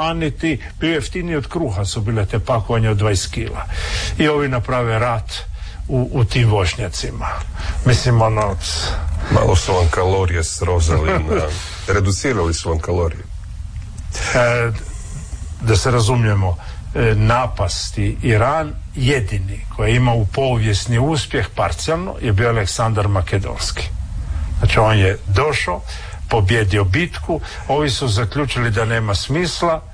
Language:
Croatian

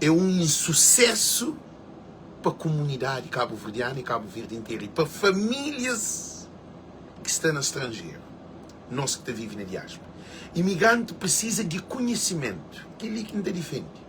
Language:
Kabuverdianu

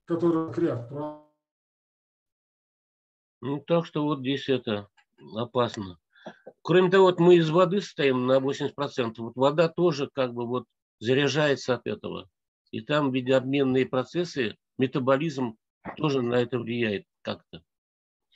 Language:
Russian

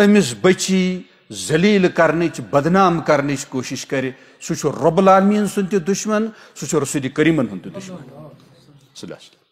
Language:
Kashmiri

